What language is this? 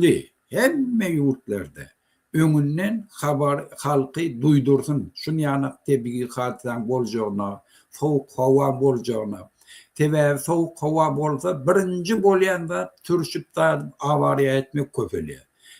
Turkmen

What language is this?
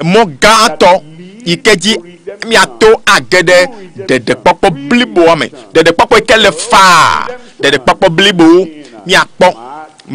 Ewe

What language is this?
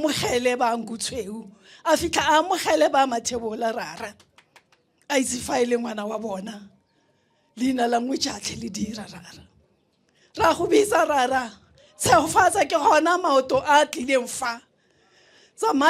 Northern Sotho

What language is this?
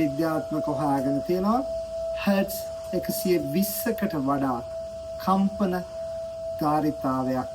Sinhala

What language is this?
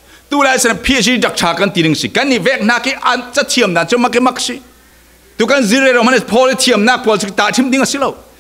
Falam Chin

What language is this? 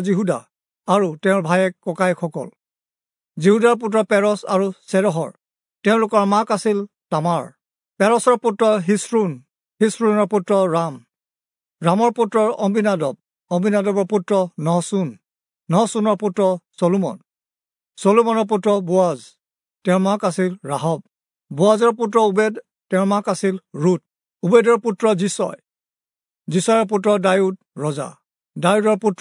Assamese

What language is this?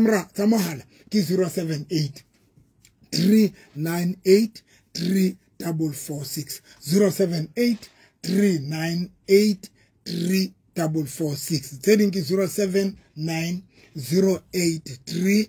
Southern Sotho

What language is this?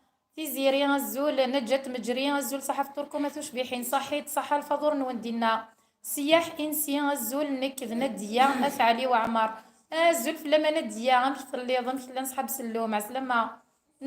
Kabyle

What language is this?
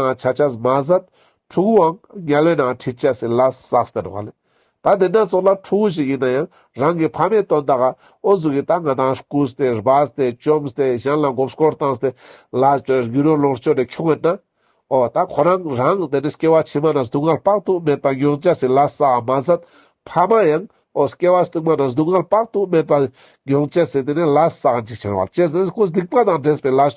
Ladakhi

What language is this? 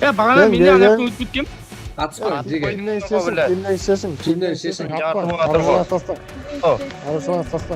Kara-Kalpak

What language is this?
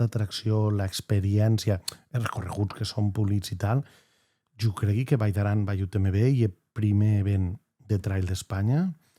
Occitan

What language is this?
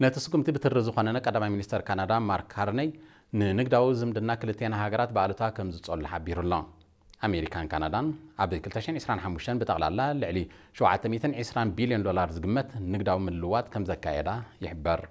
Tigrinya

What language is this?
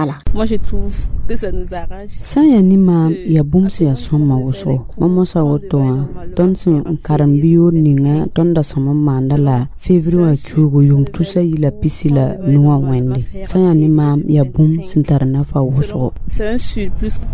Mossi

